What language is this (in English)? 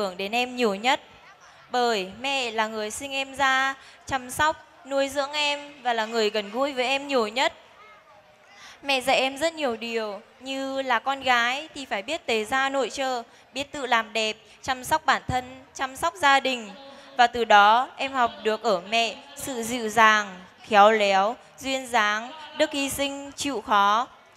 Vietnamese